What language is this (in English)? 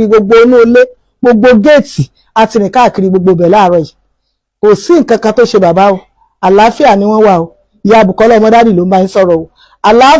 Yoruba